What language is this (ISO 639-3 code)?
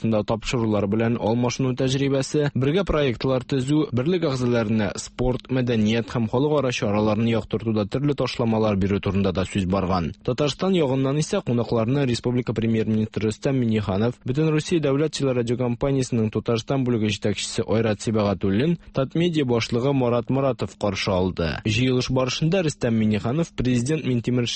tat